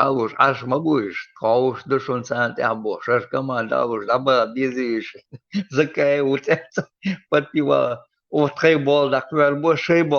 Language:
Chechen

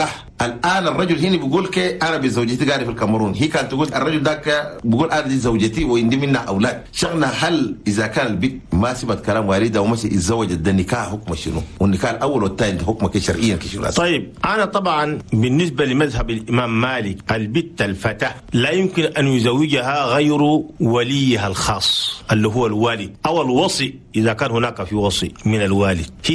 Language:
Chadian Arabic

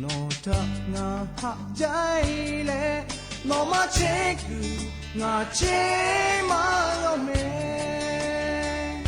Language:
Lahu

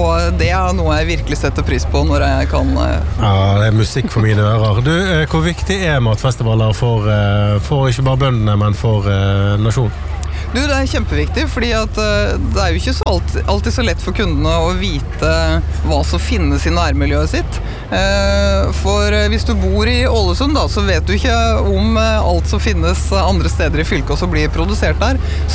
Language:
Norwegian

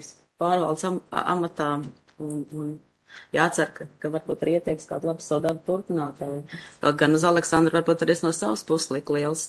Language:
Latvian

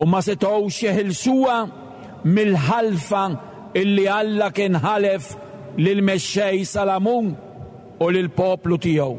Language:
Maltese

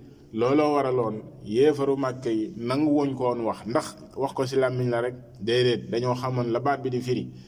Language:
Wolof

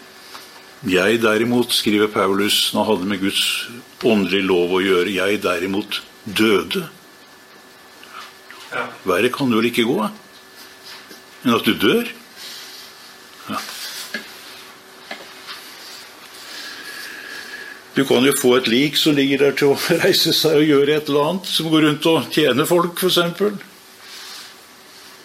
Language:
Norwegian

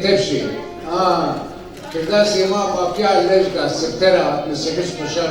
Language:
Zaza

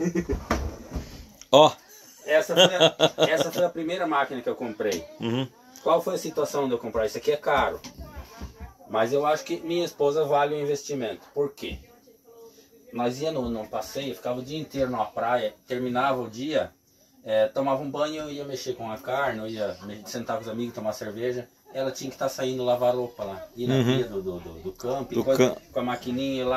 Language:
Portuguese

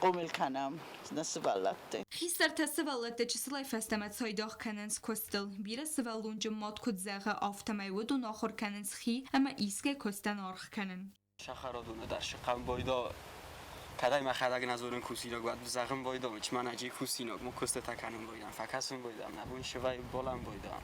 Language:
Ossetic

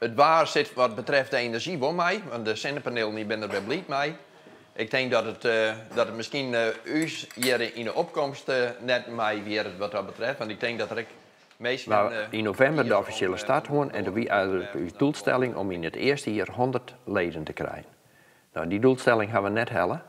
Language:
Western Frisian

